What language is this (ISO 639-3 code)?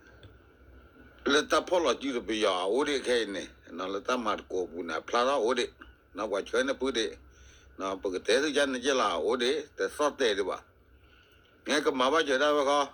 ksw